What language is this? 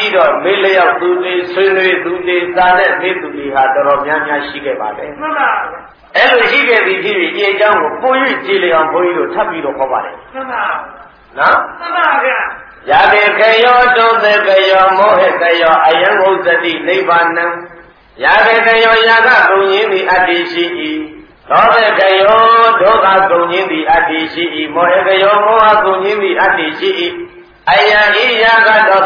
Burmese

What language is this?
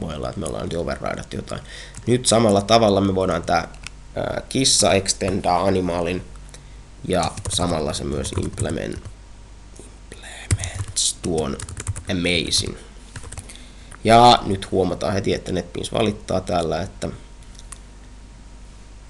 Finnish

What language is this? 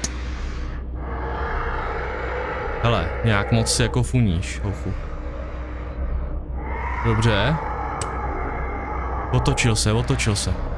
Czech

